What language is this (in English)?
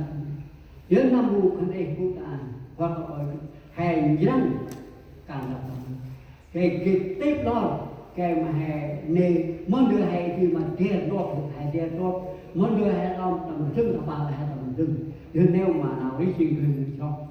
Central Mnong